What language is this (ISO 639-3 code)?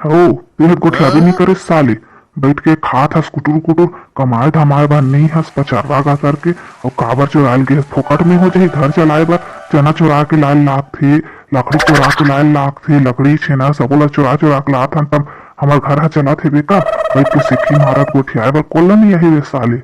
hne